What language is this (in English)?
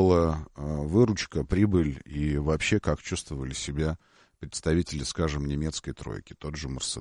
Russian